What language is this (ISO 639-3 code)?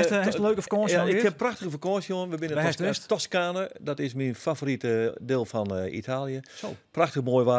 fry